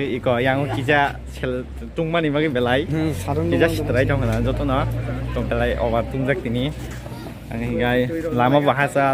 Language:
Kok Borok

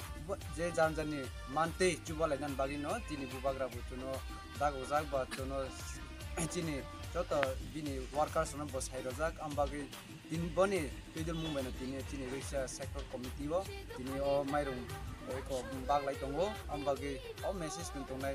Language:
Kok Borok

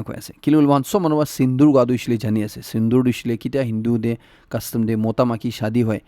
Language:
Naga Pidgin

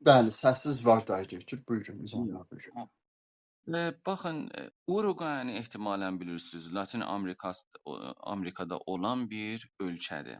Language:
South Azerbaijani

